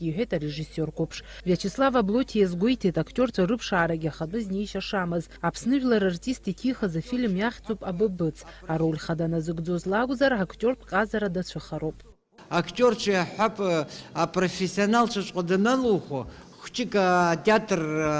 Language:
Abkhazian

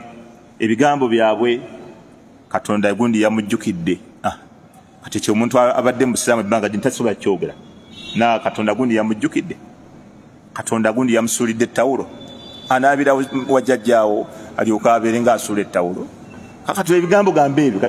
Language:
Ganda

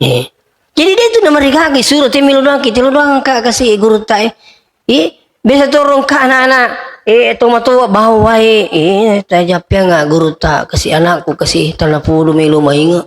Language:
Buginese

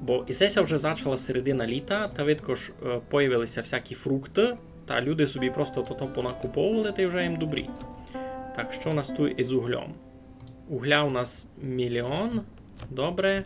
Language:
Rusyn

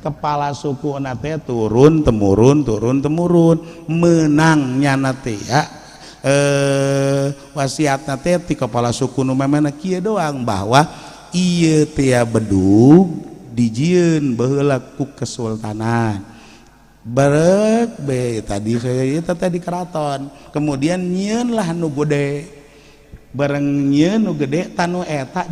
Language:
Sundanese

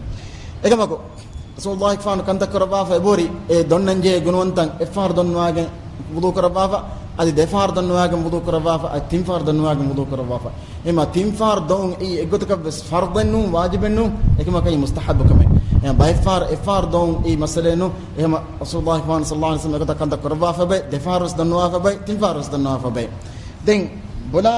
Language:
Divehi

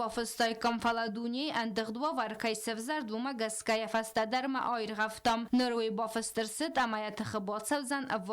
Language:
Ossetic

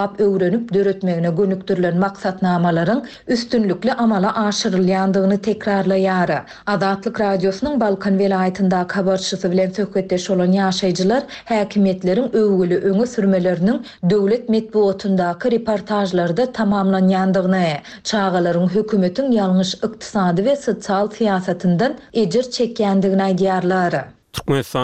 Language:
Turkmen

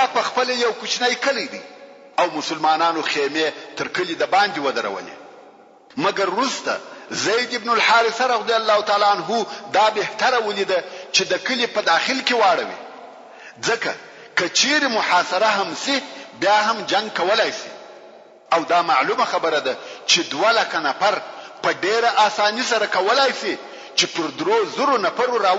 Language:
Pashto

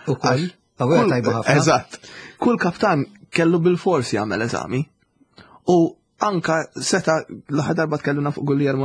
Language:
Maltese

